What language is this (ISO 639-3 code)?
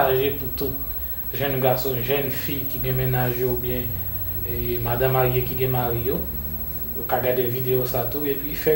hat